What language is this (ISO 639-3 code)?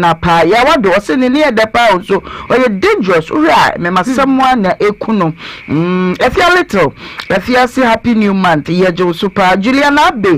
aka